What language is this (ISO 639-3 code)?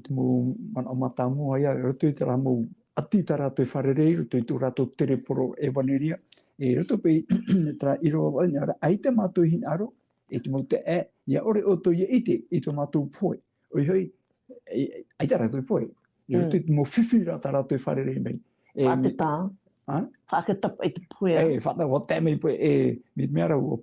tah